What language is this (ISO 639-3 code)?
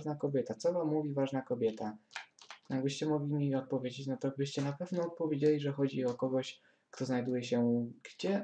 pol